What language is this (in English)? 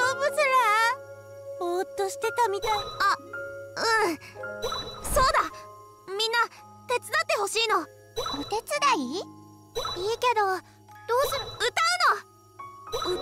Japanese